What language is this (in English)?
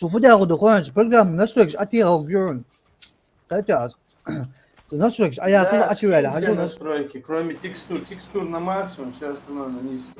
Ingush